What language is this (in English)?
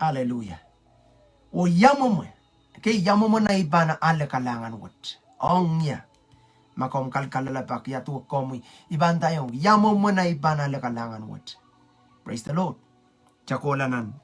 Pohnpeian